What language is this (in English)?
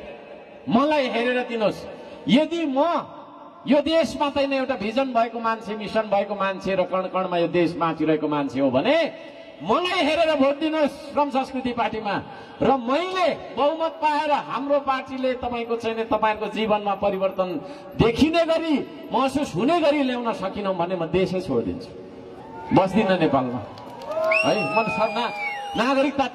Nepali